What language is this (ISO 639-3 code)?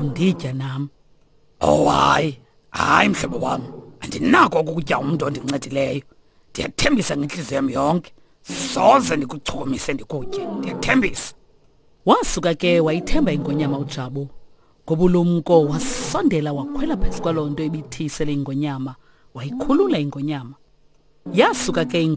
xho